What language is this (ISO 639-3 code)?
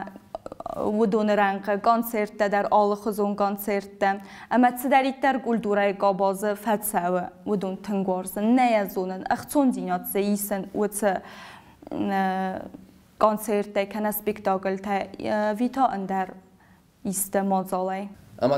oss